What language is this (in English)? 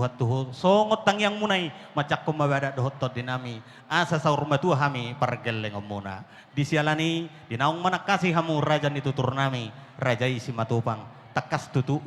Batak Toba